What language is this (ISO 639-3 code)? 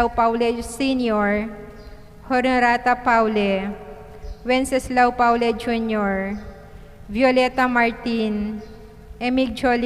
pam